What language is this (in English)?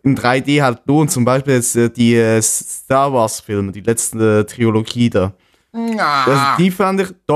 German